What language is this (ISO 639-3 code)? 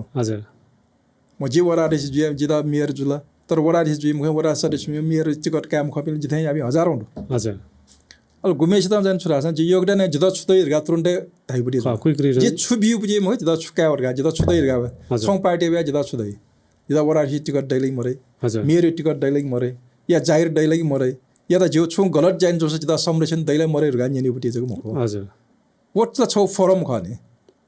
new